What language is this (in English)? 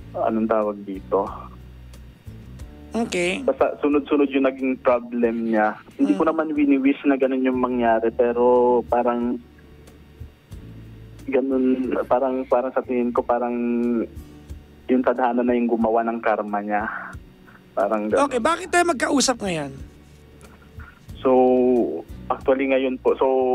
Filipino